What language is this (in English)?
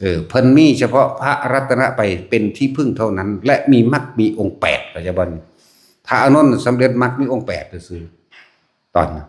Northeastern Thai